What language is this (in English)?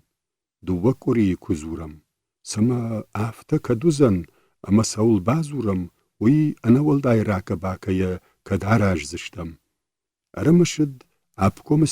Ossetic